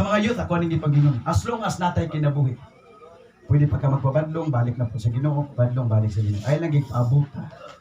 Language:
Cebuano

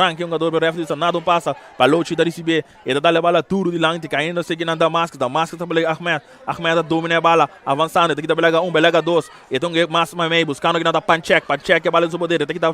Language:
Papiamento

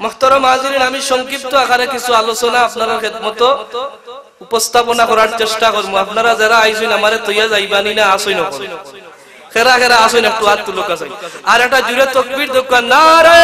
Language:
Sylheti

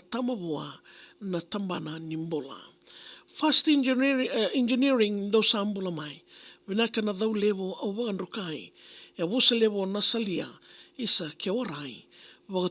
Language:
Fijian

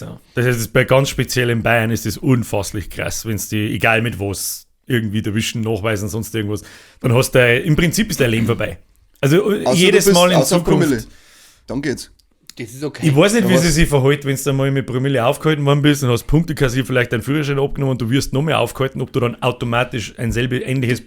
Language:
Bavarian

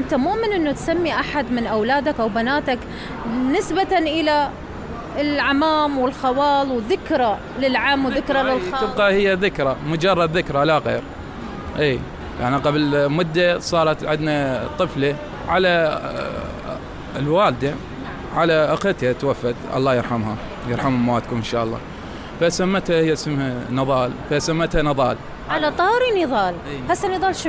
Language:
Mesopotamian Arabic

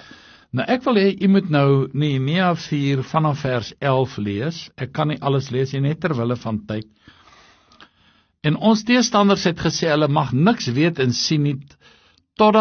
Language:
Afrikaans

